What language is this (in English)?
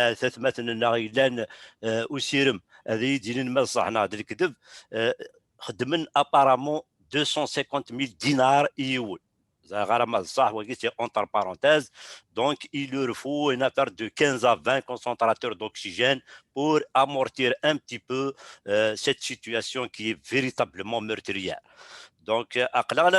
Kabyle